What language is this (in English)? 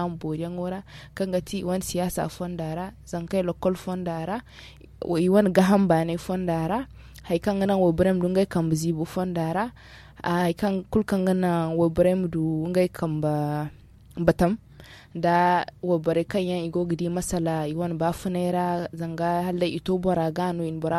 Zarma